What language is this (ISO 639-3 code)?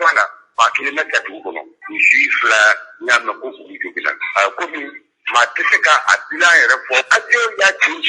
bam